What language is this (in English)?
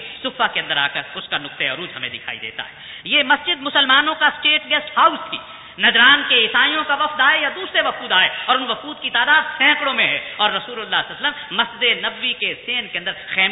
Urdu